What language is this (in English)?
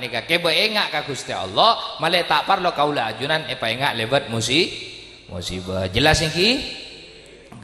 Madurese